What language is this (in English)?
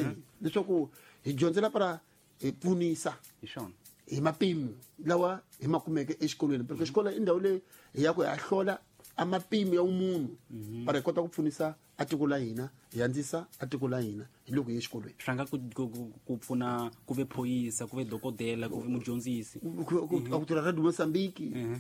Tsonga